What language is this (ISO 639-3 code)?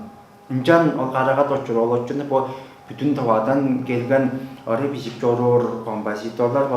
tyv